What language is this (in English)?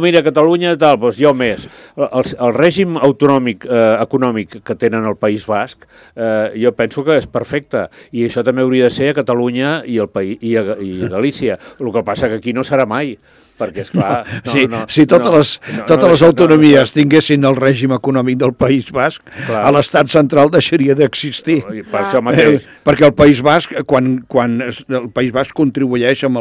Catalan